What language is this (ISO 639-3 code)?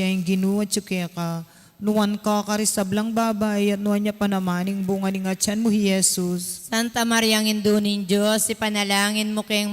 pam